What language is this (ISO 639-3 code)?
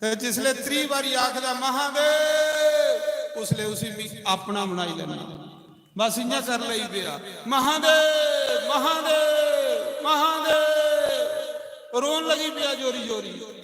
doi